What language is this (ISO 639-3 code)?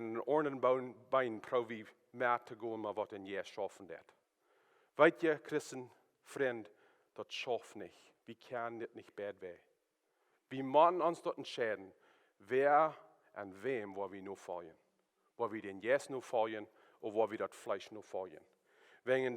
pdt